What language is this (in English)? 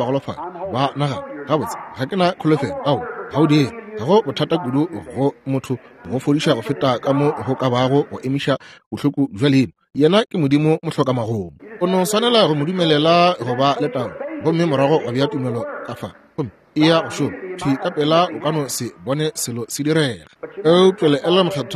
Northern Sotho